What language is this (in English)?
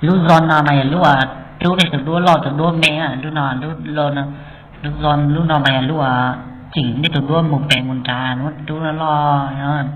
Hmong